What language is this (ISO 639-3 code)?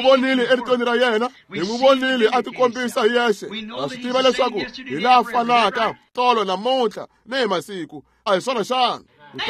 tso